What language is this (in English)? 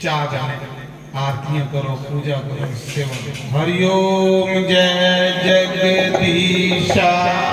Dogri